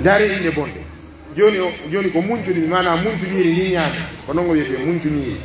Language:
Pular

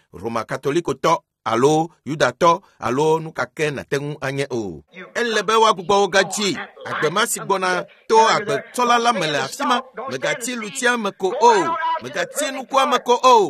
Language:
Ewe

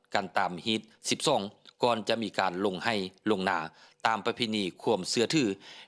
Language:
Lao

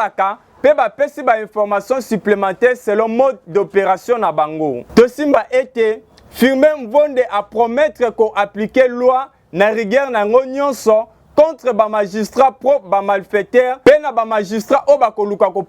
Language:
Lingala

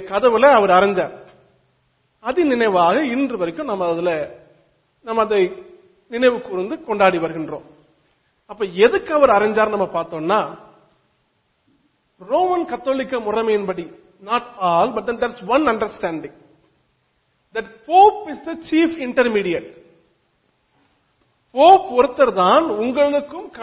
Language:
Tamil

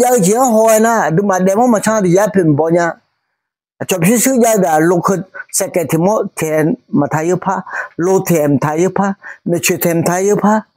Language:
Akha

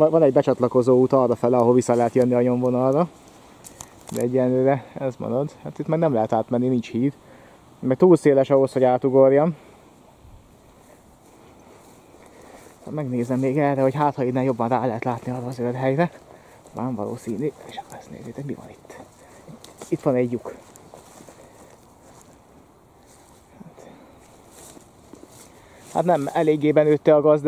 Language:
Hungarian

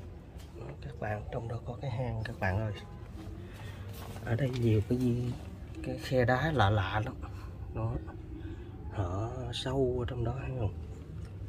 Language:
Vietnamese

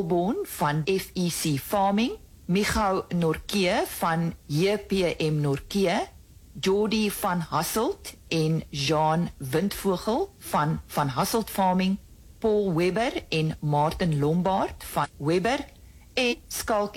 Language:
Afrikaans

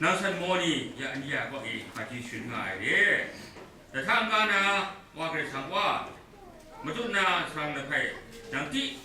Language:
Kachin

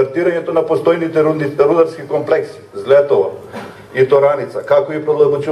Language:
Macedonian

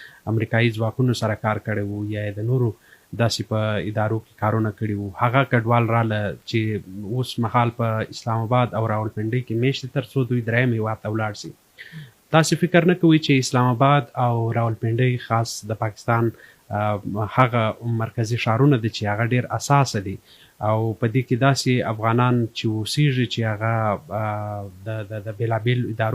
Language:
Pashto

